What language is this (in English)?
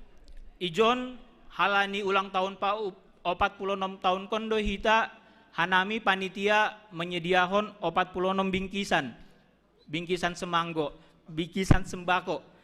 Batak Simalungun